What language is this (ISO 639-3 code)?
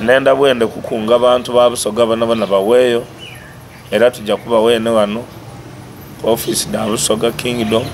xog